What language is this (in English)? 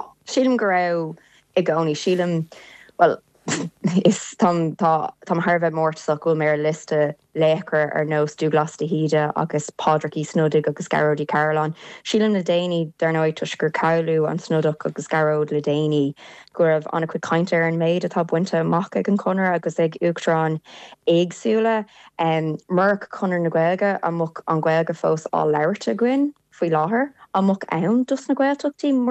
Irish